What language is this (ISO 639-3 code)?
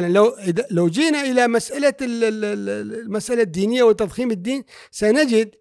afb